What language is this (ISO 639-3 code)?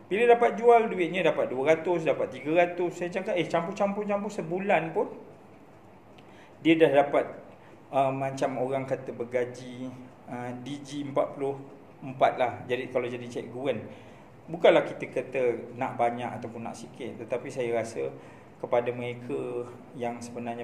msa